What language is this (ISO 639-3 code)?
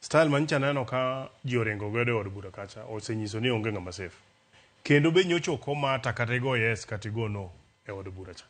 luo